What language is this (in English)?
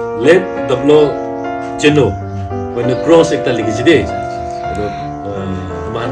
Naga Pidgin